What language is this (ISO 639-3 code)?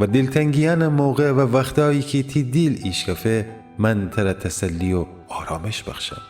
glk